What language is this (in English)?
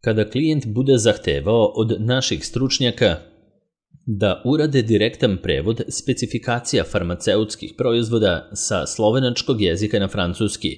Serbian